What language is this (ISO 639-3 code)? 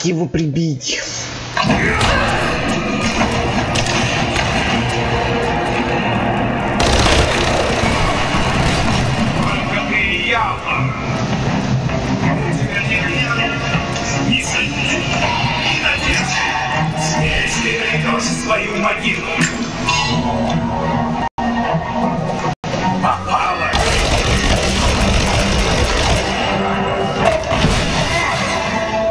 rus